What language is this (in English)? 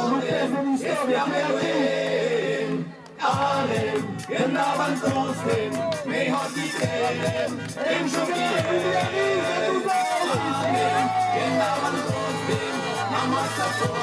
Occitan